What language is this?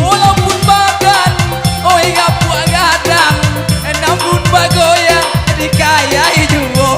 Minangkabau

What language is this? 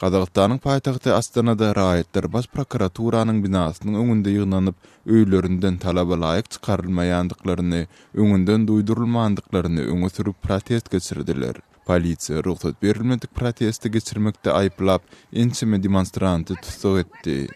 Turkmen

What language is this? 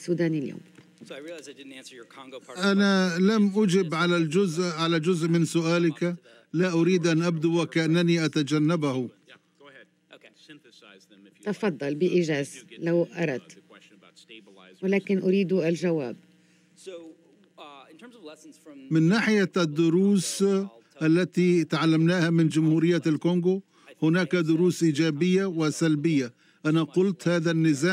Arabic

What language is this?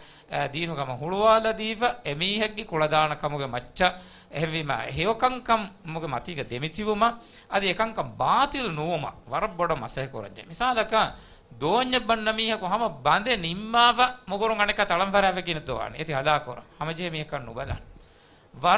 Divehi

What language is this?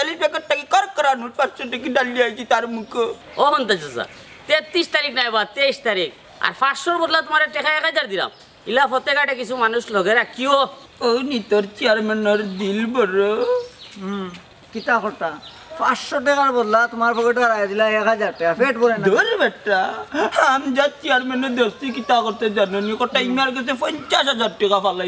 Sylheti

